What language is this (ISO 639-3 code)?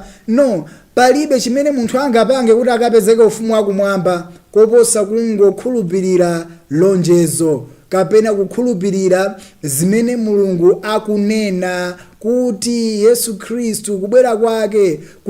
nya